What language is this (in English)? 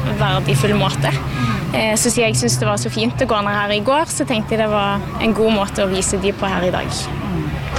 Norwegian